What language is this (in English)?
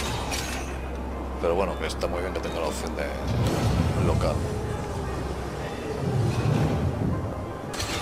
Spanish